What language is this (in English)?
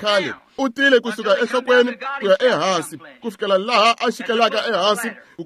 Tsonga